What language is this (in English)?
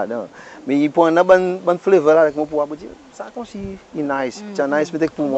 Seselwa Creole French